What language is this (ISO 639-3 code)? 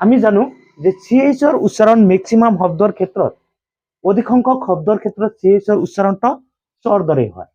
asm